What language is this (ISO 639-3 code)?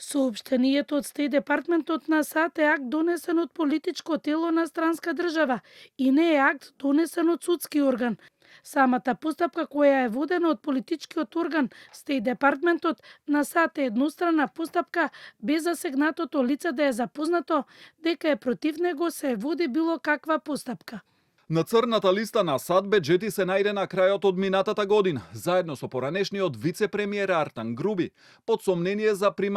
mkd